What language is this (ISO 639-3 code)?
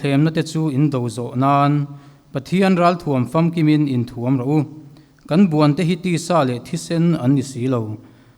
lus